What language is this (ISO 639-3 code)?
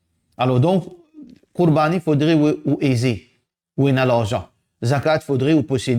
mfe